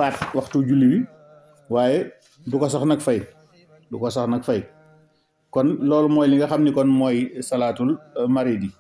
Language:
Wolof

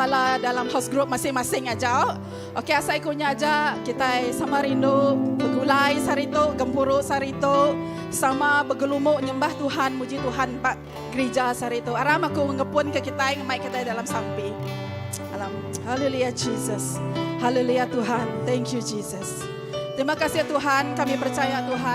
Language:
Iban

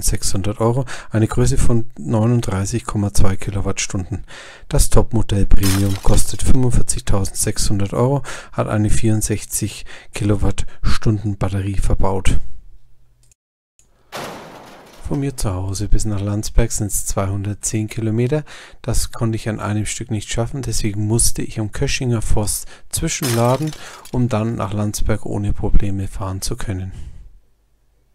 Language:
German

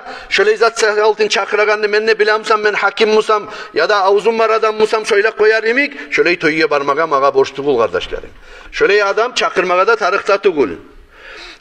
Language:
Kumyk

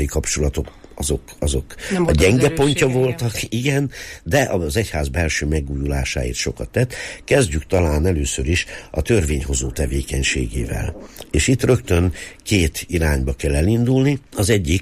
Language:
Hungarian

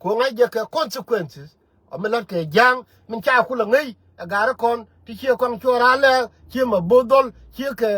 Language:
Nuer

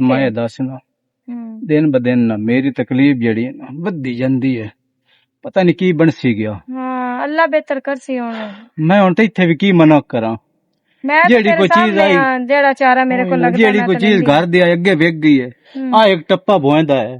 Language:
Western Panjabi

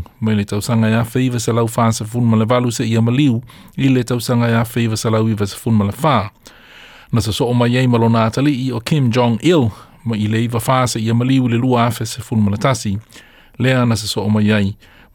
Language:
Samoan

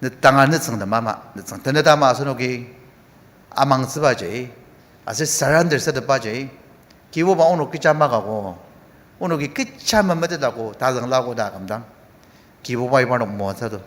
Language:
Ao Naga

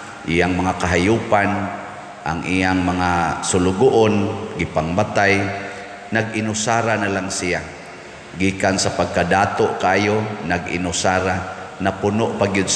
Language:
Cebuano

